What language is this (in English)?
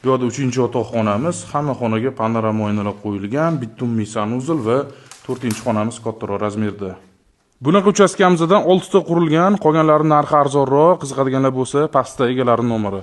Uzbek